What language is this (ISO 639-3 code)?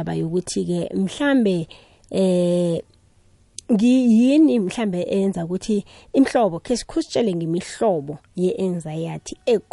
nbl